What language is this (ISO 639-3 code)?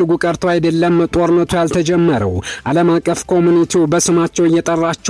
amh